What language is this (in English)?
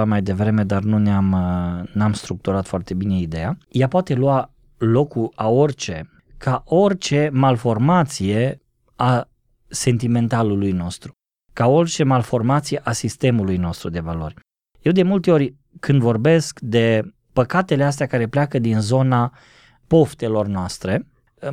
Romanian